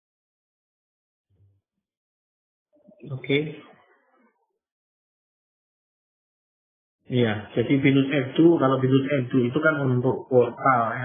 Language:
Indonesian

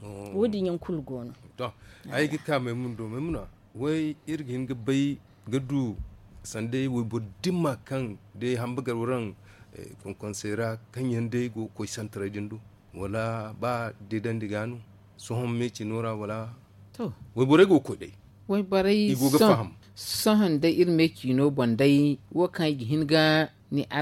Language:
Zarma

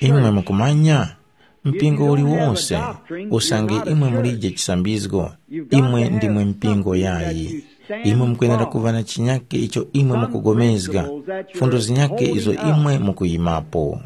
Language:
Tumbuka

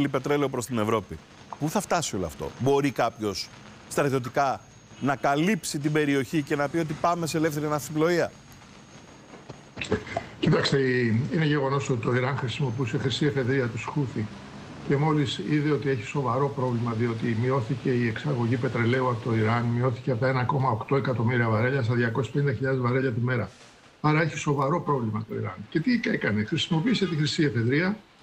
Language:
Greek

